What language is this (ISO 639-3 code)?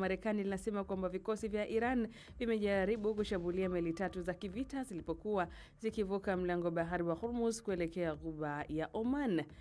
swa